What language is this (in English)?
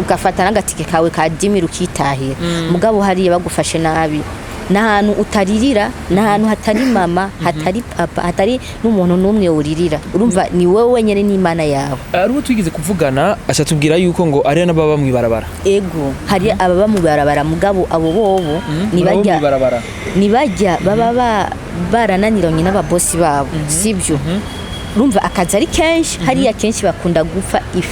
Rundi